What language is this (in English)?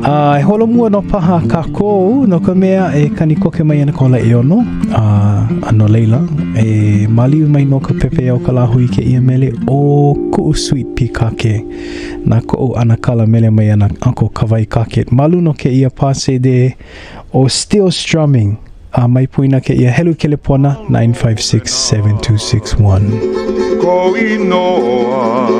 Hawaiian